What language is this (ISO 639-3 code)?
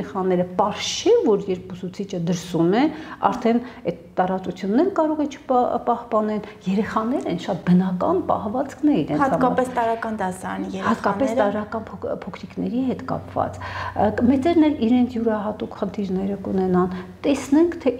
hye